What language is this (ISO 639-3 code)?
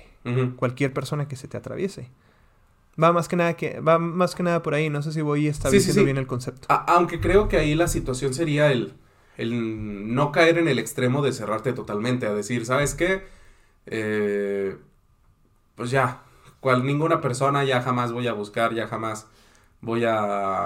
spa